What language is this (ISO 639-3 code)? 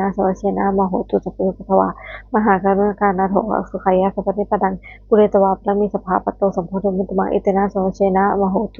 pli